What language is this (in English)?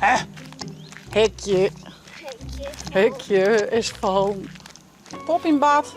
Western Frisian